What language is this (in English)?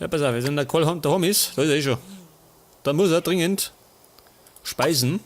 Bavarian